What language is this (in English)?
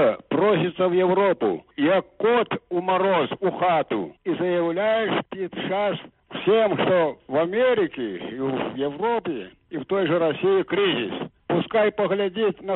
Belarusian